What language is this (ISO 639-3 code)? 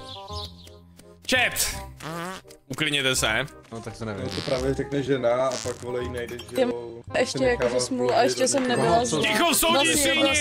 ces